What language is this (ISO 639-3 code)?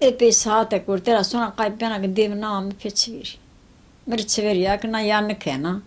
zza